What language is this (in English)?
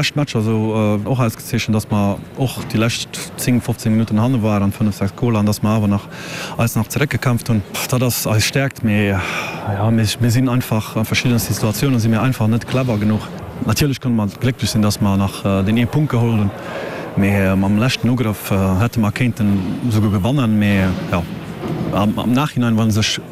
Luxembourgish